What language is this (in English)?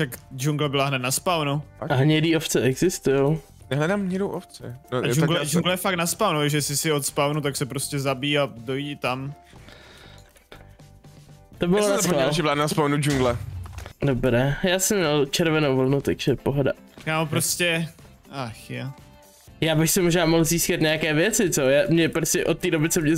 Czech